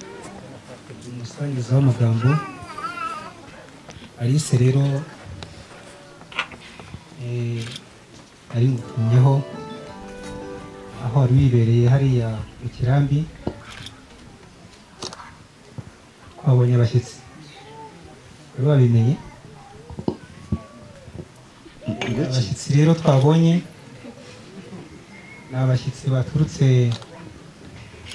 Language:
Kinyarwanda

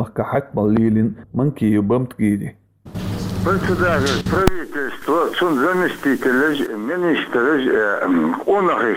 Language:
Chechen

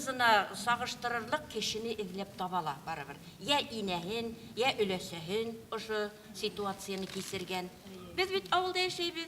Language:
Bashkir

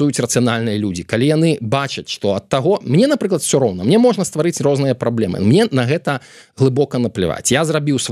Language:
Belarusian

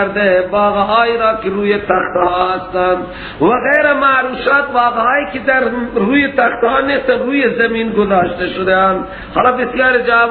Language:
Persian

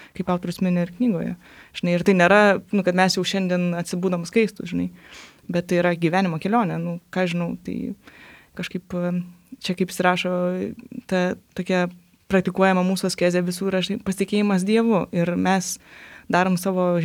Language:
Lithuanian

